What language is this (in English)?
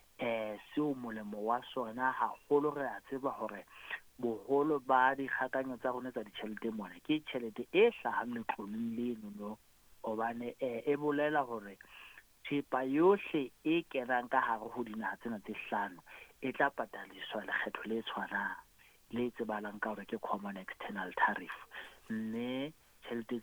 Southern Sotho